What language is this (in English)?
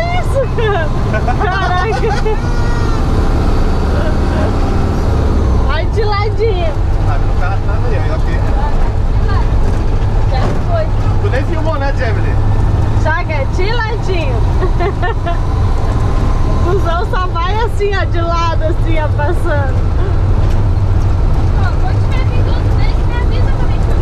Portuguese